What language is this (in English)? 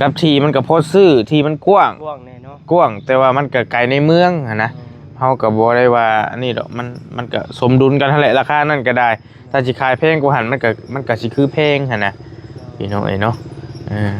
Northeastern Thai